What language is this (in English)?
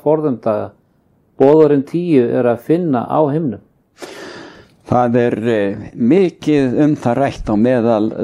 Icelandic